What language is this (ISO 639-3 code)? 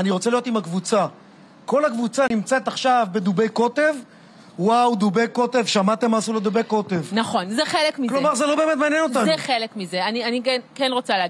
heb